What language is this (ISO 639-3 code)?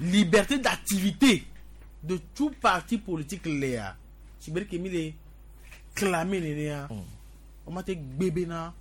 gej